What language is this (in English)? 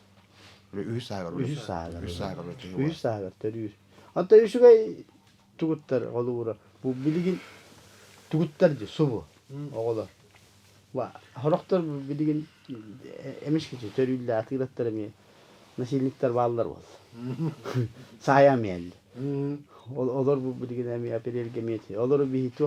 Yakut